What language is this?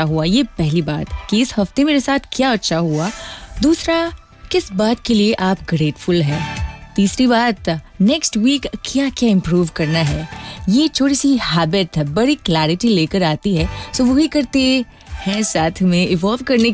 Hindi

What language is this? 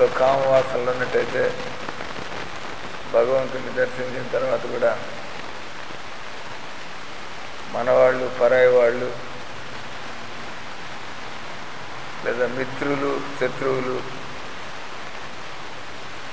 Telugu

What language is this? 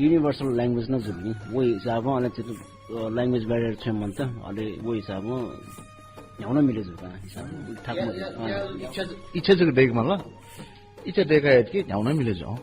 Newari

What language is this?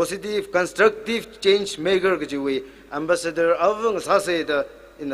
Tangkhul Naga (India)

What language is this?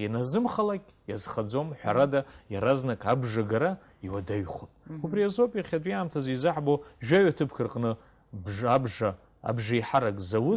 Abkhazian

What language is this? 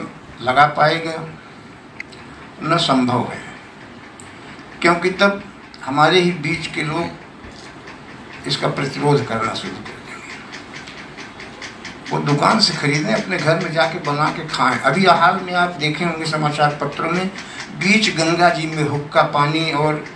Hindi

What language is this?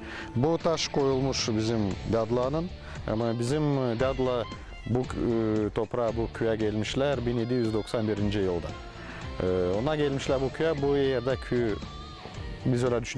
Gagauz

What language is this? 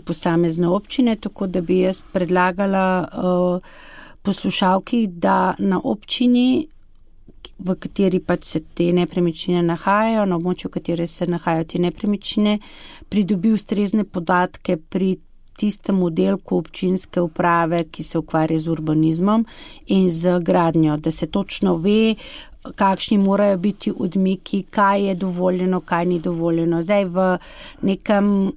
Slovenian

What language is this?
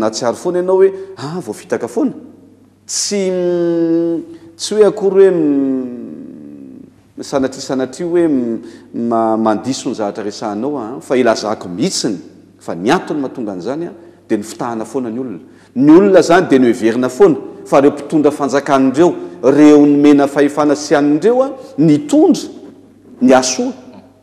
Malagasy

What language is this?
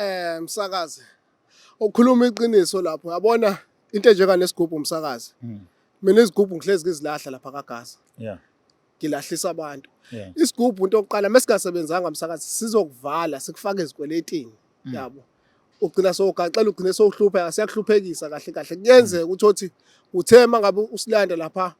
Zulu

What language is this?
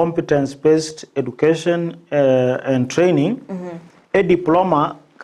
Gusii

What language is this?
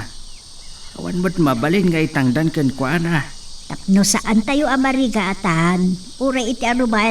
Iloko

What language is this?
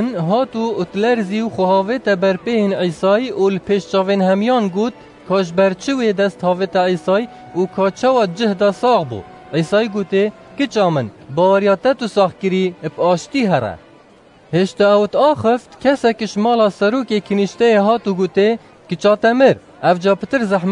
Kurdish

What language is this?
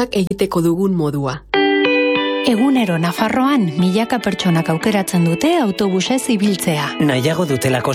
Basque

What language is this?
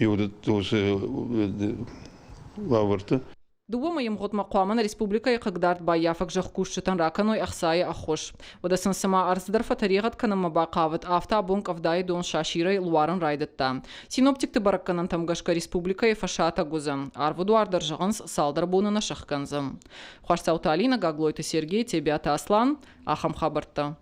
Ossetic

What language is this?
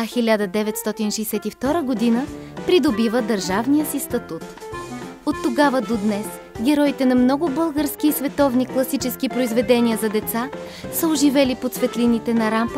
Bulgarian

